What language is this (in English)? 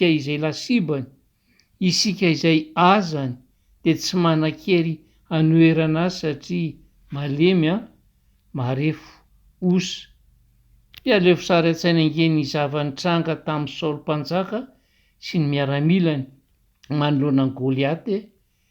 Malagasy